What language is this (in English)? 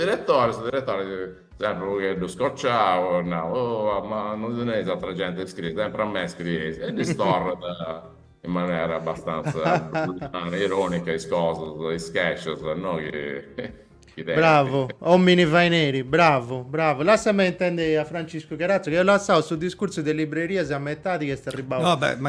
Sardinian